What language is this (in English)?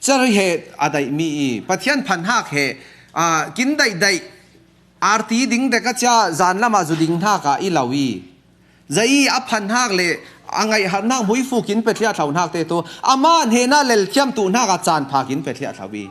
Falam Chin